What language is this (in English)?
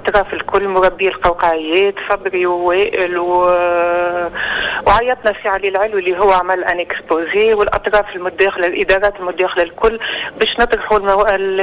Tunisian Arabic